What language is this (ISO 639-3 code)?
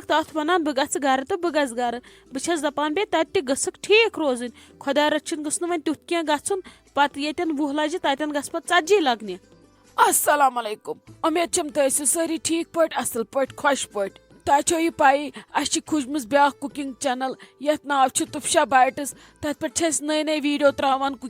kas